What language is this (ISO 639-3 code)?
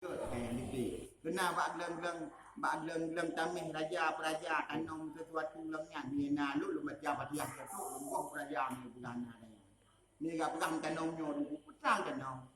ace